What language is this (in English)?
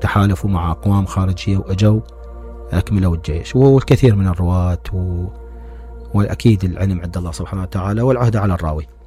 Mesopotamian Arabic